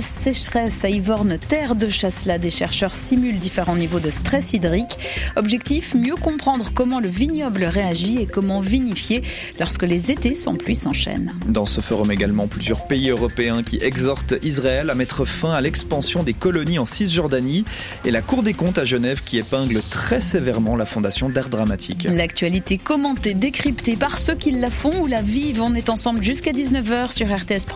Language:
French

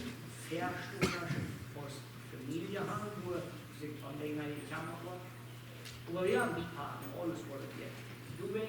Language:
Plautdietsch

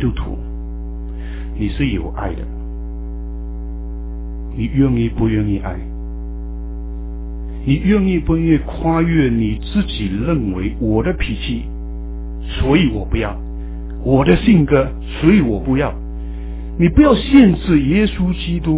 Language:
Chinese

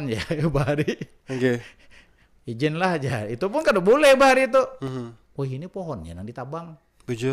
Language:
Banjar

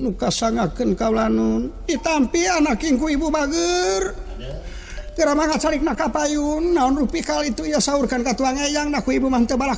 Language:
Sundanese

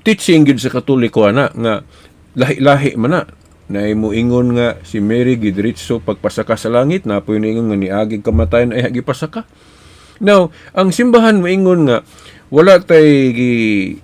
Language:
Cebuano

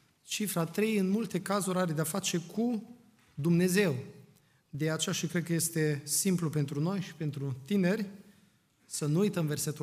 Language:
Romanian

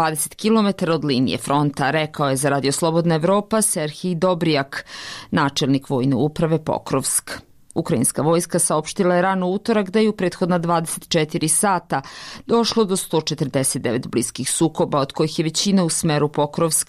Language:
Serbian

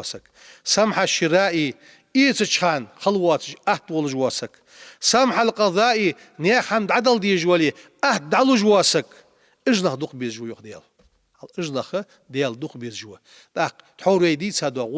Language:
Ingush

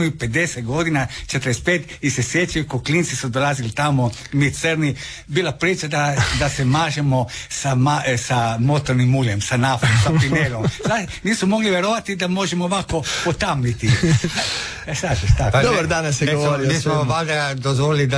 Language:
Croatian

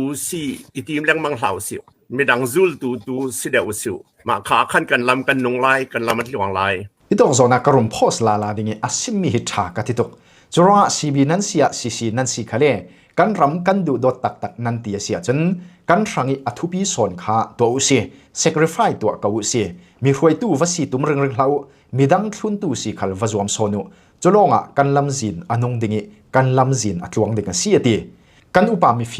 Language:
Hakha Chin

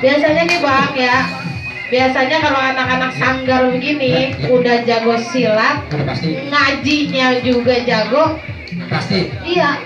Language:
Betawi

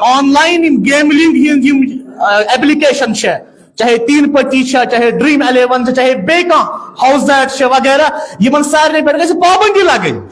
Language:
Kashmiri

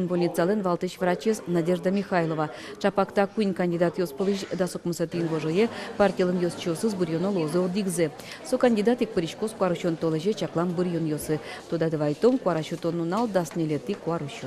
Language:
Udmurt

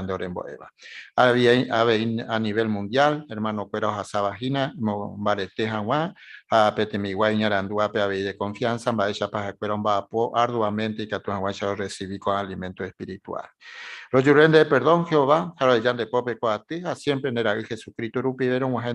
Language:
Guarani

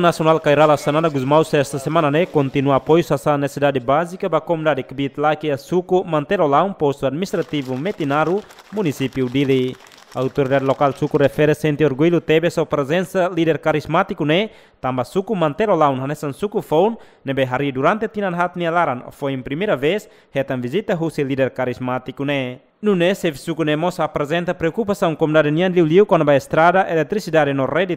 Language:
Tetum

